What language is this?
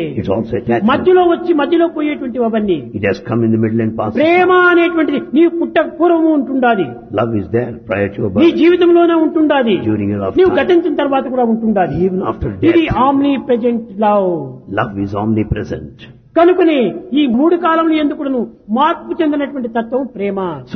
Telugu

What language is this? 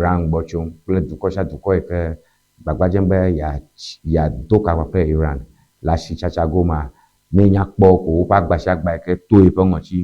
Ewe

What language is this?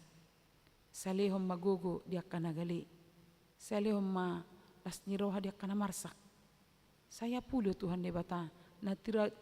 Batak Toba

